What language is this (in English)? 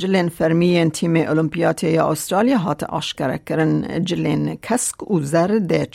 Kurdish